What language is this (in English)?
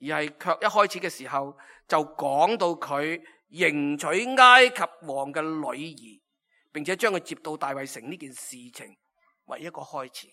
Cantonese